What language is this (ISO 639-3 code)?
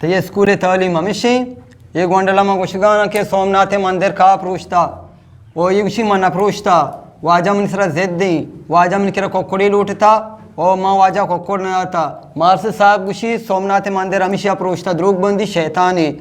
bgp